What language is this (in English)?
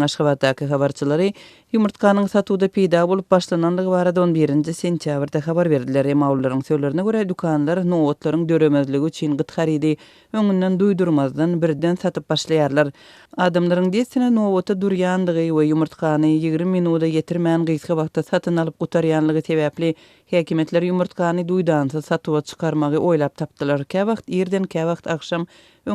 Turkmen